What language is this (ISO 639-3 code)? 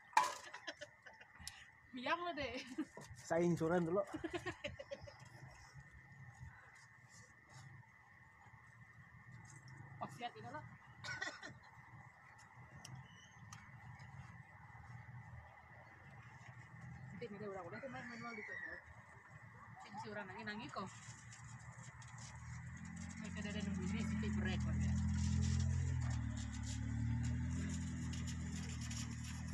msa